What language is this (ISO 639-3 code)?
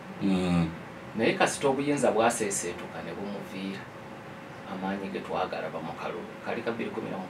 lug